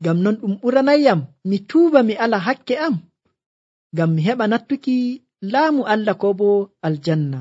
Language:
Nigerian Fulfulde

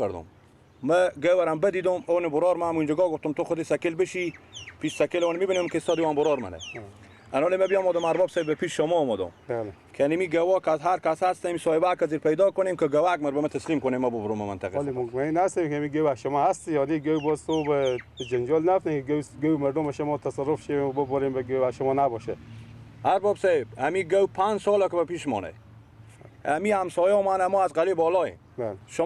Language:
Persian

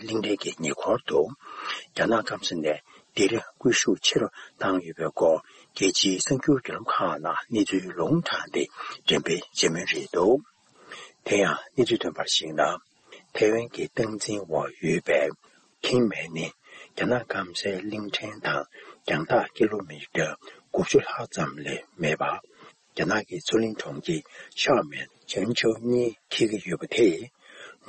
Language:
Tibetan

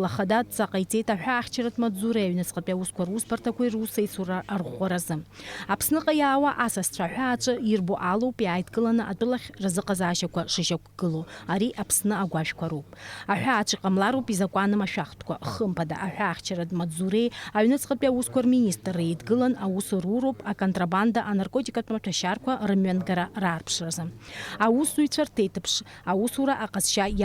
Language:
Abkhazian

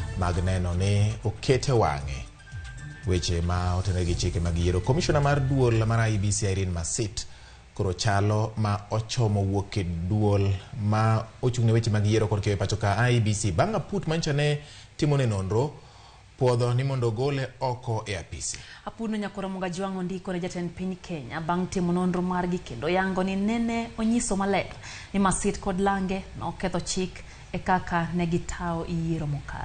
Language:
Luo (Kenya and Tanzania)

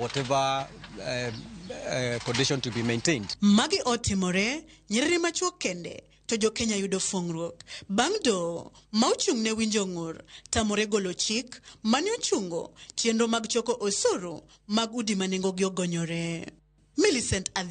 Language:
Luo (Kenya and Tanzania)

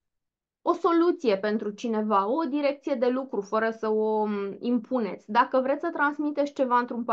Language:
Romanian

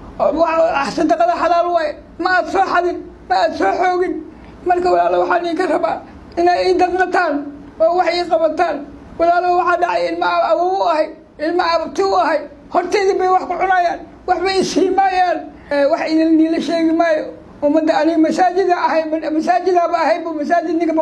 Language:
Somali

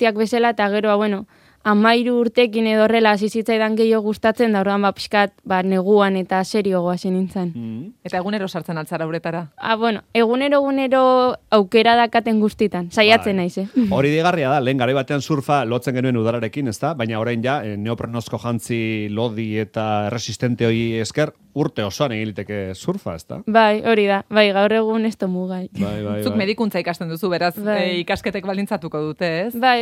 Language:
Basque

